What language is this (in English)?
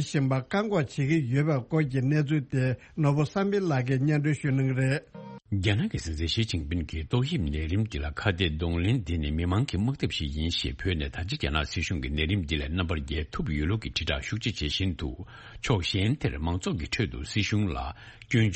Tibetan